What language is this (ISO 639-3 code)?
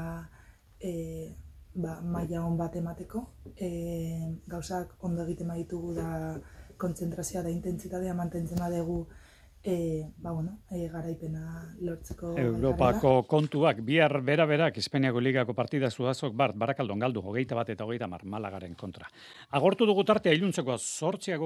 eus